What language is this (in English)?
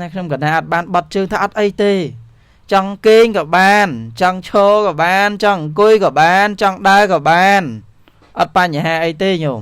Khmer